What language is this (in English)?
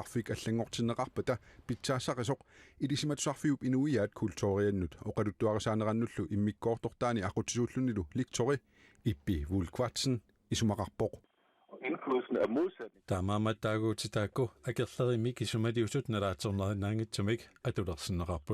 Kalaallisut